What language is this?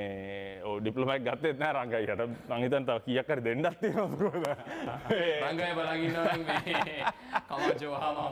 Sinhala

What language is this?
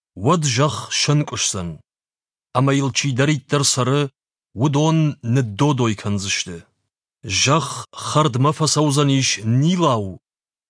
Ossetic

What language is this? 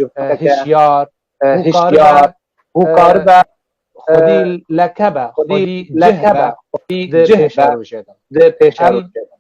Kurdish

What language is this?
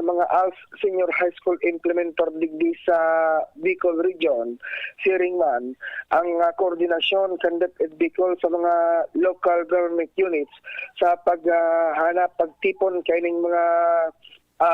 Bikol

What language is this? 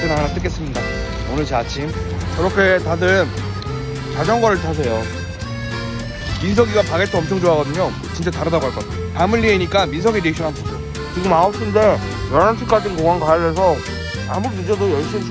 Korean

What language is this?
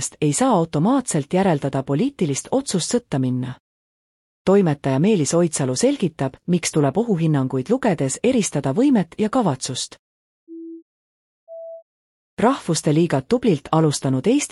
Estonian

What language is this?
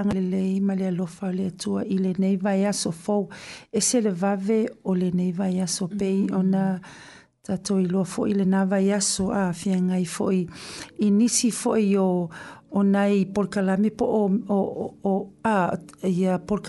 Samoan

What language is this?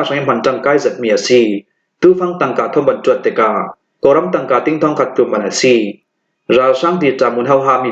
Falam Chin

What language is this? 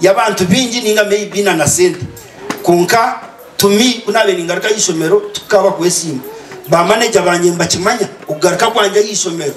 Nyankole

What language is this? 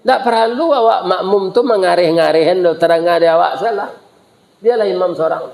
Minangkabau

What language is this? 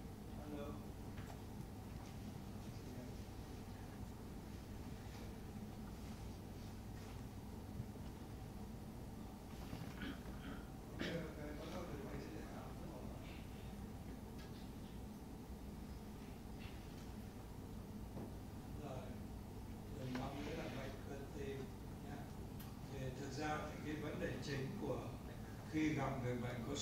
Vietnamese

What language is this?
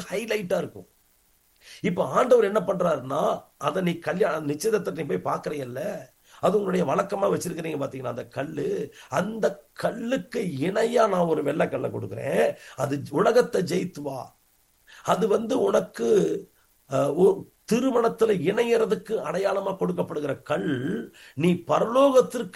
Tamil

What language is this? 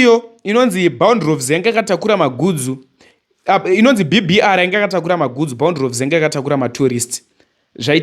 Shona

